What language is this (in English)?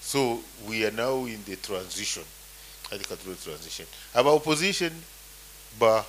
Nyoro